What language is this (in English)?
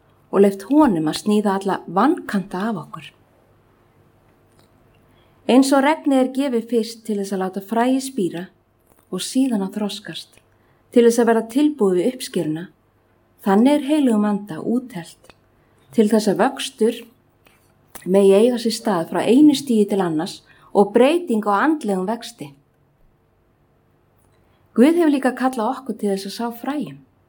Icelandic